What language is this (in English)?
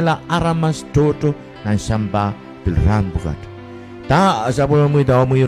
Pohnpeian